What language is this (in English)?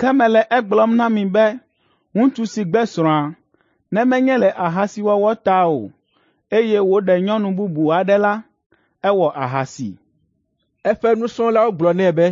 Ewe